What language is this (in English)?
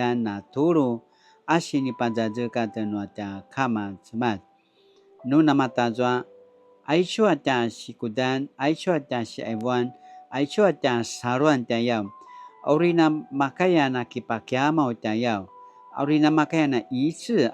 Paiwan